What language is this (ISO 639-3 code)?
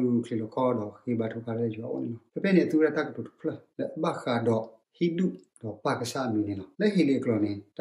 ksw